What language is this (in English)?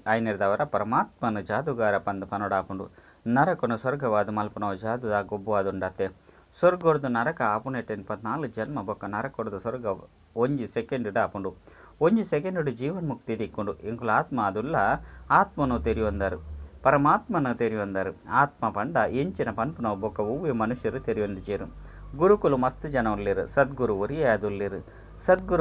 Tulu